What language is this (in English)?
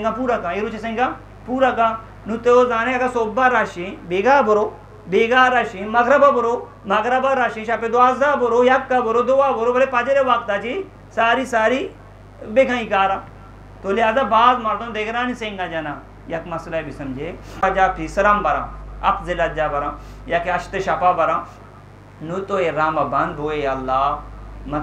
Eastern Balochi